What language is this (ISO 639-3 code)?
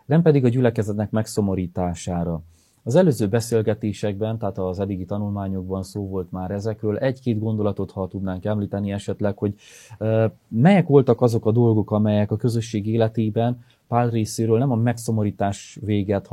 hun